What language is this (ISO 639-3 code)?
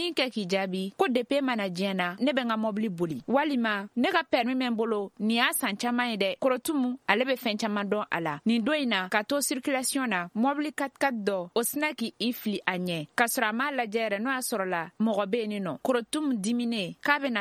bam